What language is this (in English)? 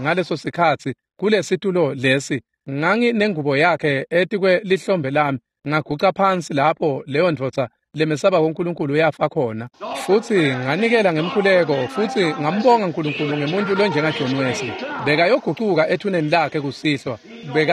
Swati